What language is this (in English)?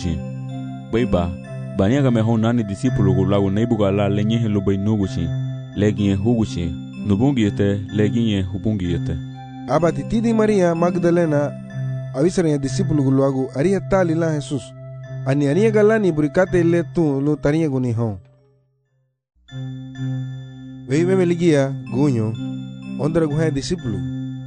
Garifuna